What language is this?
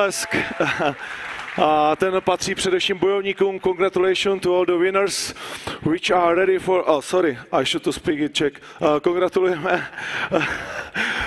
Czech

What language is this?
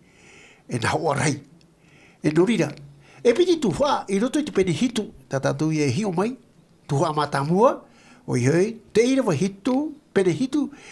Tahitian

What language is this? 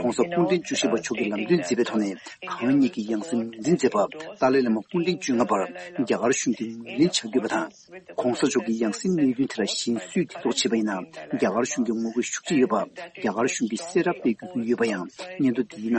Tibetan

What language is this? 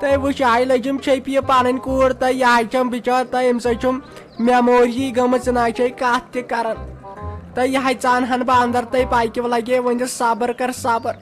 Kashmiri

